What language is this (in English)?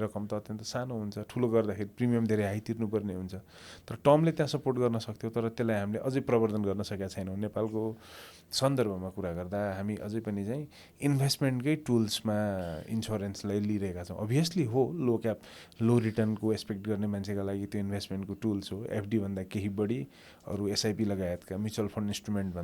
Nepali